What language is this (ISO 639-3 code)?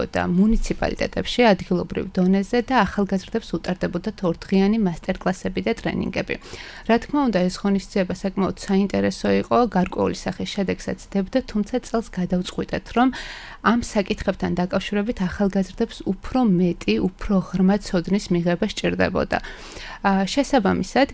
kat